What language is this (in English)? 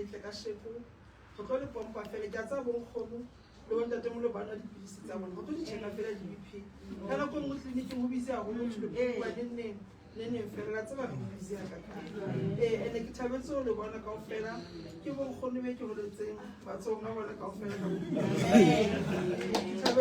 Southern Sotho